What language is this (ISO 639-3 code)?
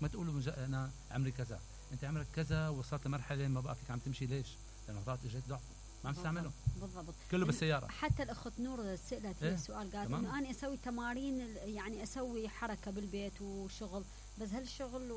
acm